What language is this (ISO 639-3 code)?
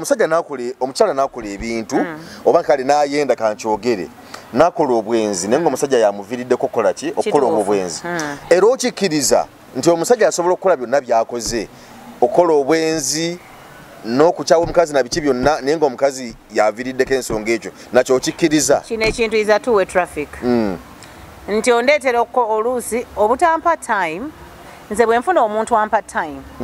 lug